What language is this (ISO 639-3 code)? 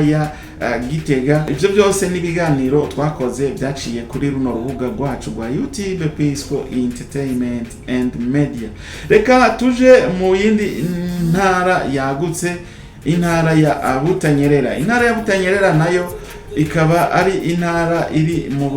run